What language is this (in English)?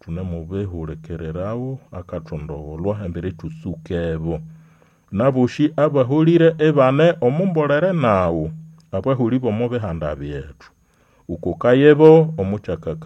Nande